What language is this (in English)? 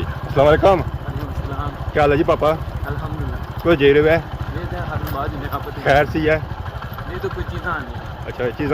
Pahari-Potwari